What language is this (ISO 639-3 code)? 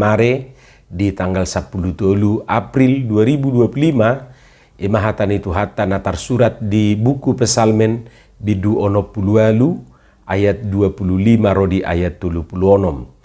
bbc